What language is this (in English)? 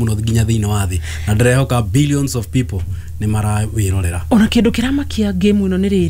Kikuyu